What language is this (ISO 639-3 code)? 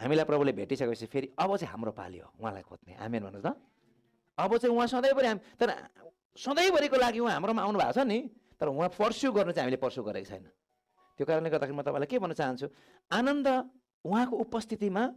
nep